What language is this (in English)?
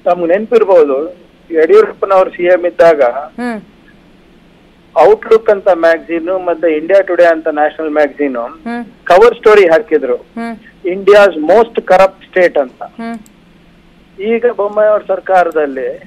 Kannada